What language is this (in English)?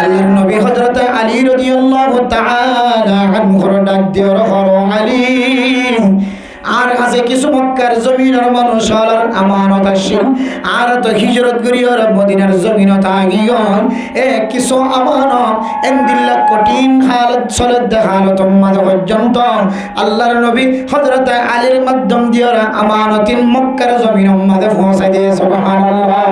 Rohingya